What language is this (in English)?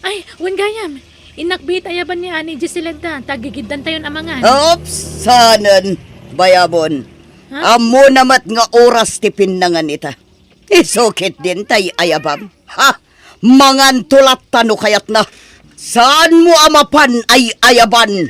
Iloko